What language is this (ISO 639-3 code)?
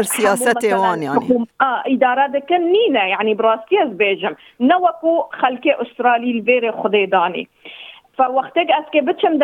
kur